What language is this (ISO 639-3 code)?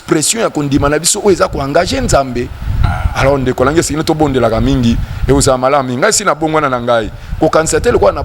lin